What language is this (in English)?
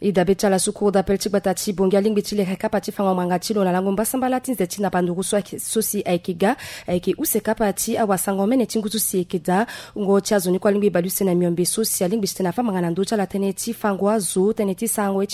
Sango